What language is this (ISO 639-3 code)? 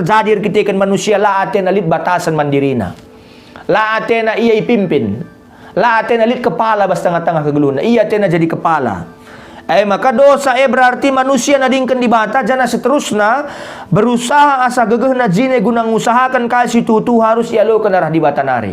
btx